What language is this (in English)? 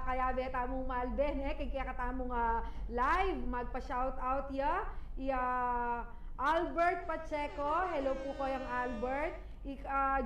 Pampanga